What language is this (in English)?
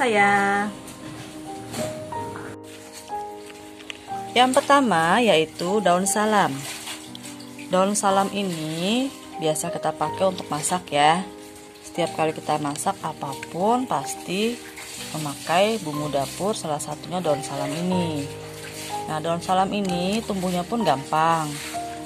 Indonesian